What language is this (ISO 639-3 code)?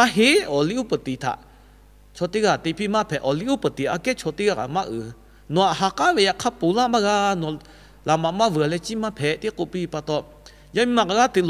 lhu